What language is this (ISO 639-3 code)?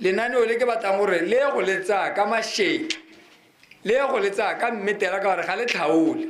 tsn